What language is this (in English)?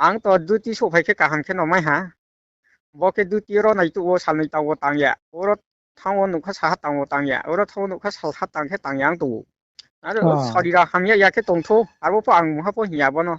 Riang (India)